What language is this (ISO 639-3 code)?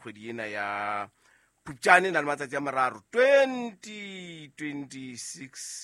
sot